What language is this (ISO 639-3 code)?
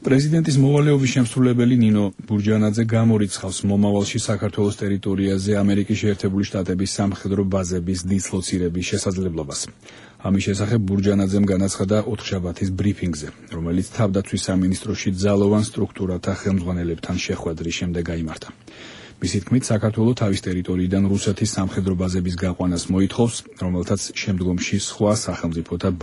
kat